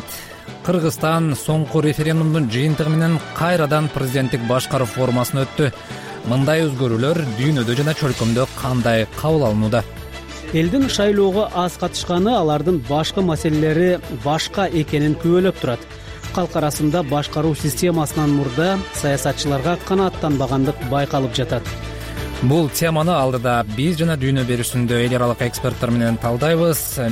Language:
Kyrgyz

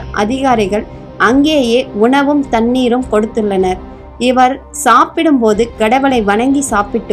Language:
Tamil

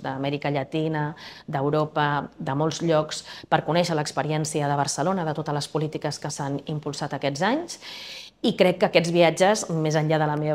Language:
Catalan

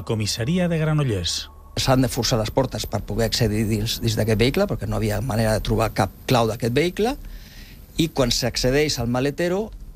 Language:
Catalan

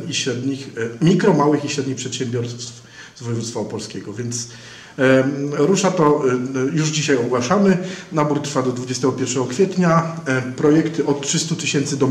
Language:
Polish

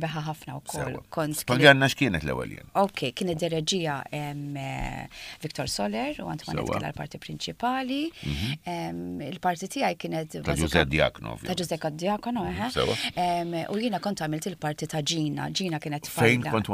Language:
Maltese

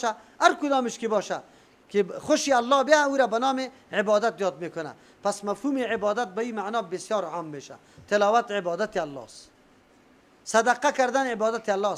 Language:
Persian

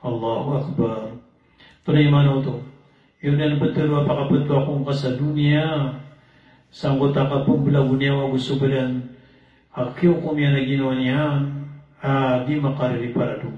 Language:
Maranao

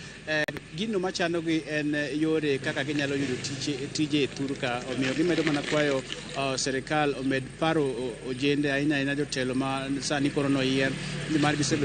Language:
Luo (Kenya and Tanzania)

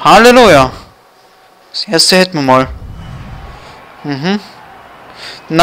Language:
German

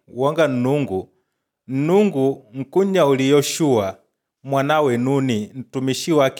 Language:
Makonde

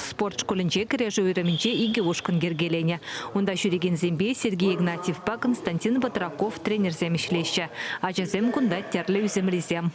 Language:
Chuvash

